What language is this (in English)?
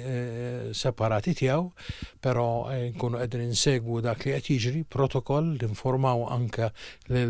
Maltese